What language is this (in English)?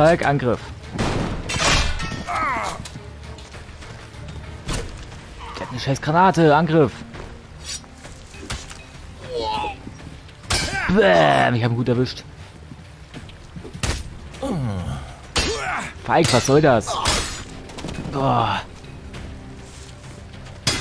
German